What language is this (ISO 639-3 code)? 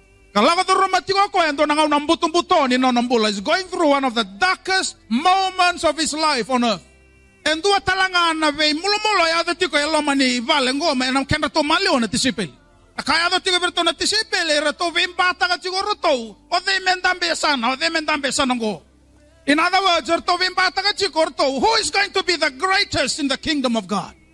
fij